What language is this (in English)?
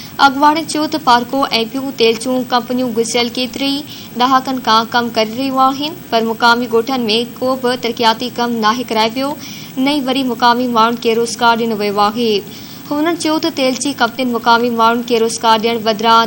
Sindhi